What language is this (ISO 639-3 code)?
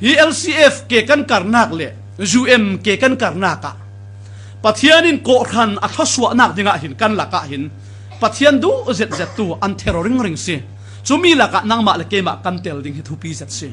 cfm